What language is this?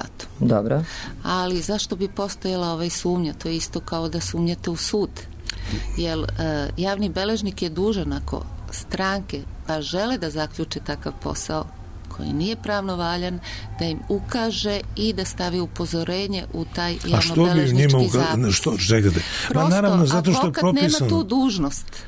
Serbian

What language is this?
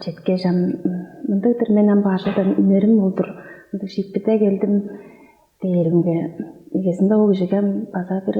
Tuvinian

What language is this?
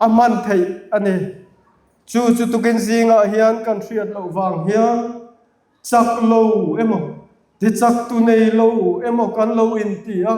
Mizo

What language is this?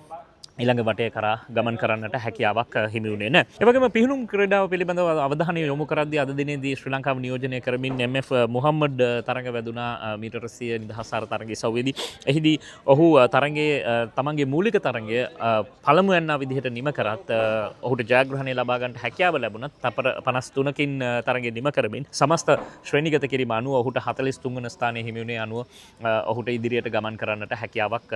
Sinhala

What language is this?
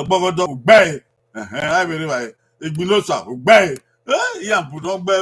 Bini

